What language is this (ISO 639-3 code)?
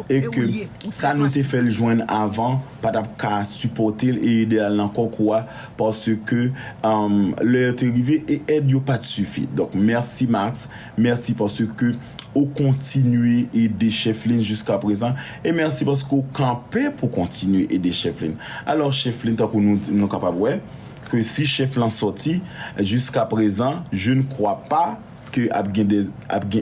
hat